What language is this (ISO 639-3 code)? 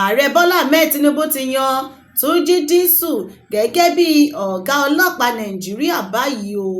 yor